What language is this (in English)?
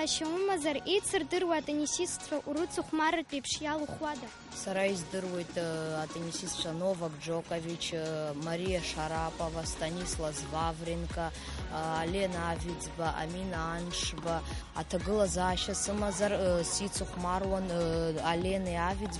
Abkhazian